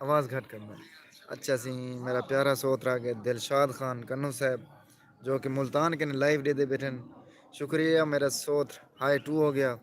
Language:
Saraiki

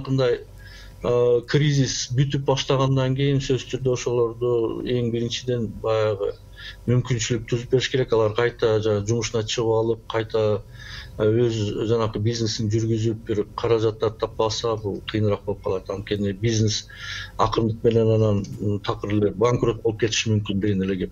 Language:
Kyrgyz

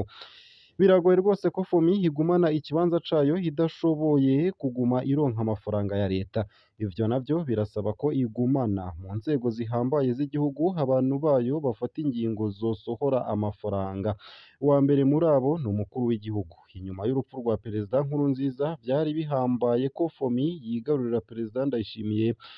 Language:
Rundi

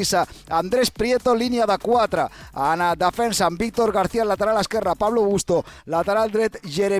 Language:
Catalan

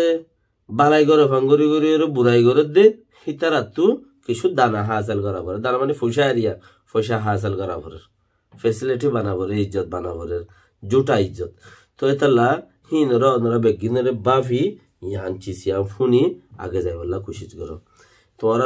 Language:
Rohingya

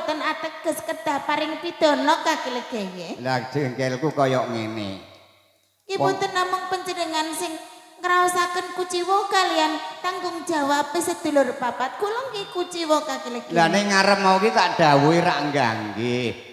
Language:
Javanese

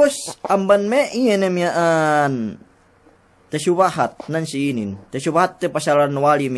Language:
Yakan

